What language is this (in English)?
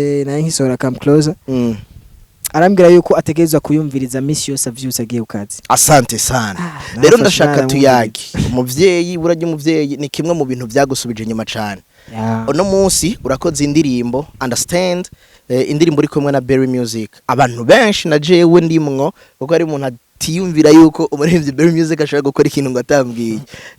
Rundi